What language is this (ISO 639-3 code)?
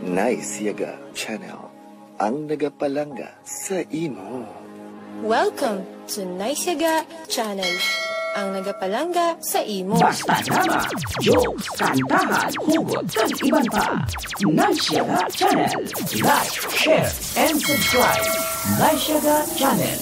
hil